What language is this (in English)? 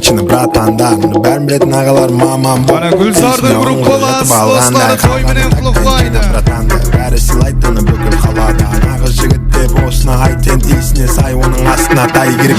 Kara-Kalpak